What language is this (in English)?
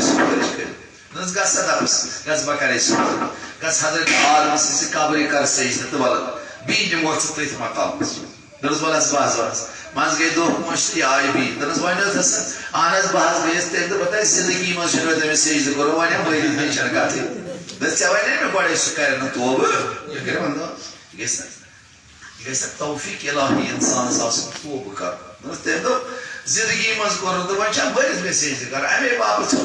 Kashmiri